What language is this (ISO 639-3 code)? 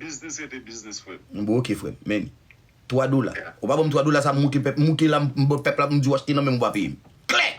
hat